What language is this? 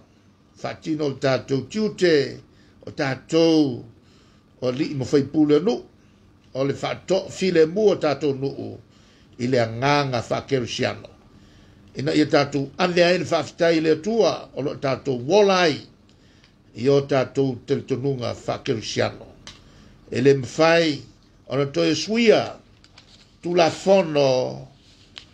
Samoan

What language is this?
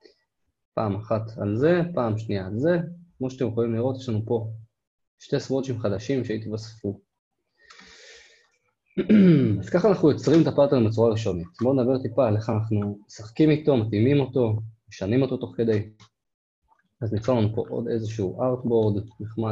Hebrew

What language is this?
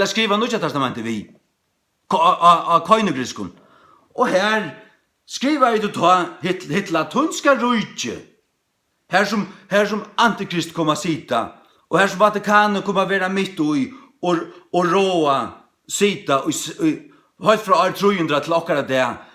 Faroese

